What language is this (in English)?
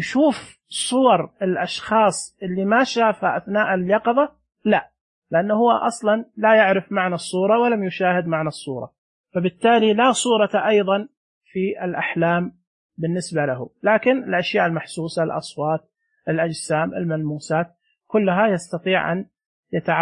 Najdi Arabic